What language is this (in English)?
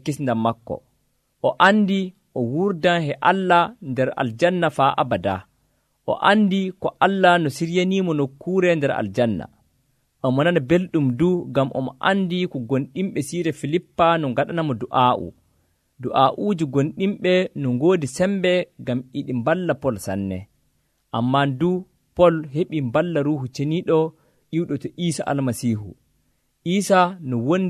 Nigerian Fulfulde